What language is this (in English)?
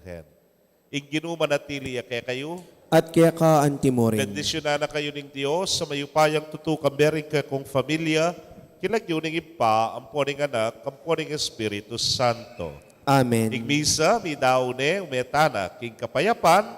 Pampanga